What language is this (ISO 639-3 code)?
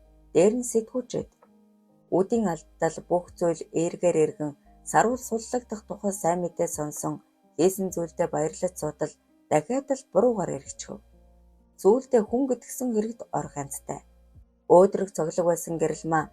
mon